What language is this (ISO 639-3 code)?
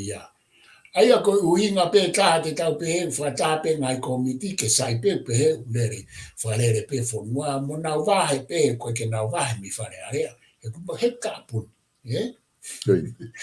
ton